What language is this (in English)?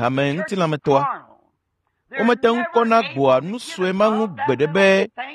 Ewe